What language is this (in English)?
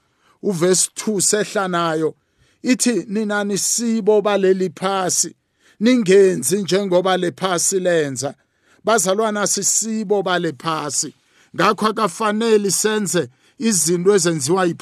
South Ndebele